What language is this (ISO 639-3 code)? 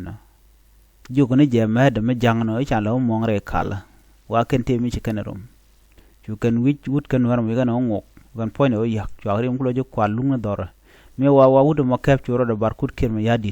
nus